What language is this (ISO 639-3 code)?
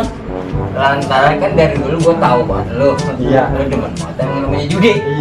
bew